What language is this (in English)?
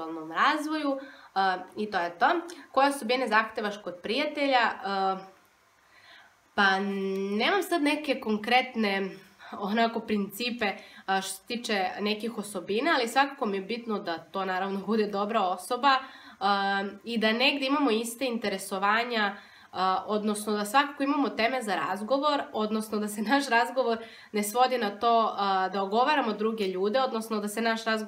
Serbian